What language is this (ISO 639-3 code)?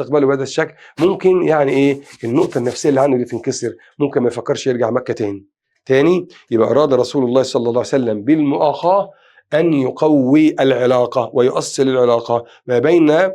arz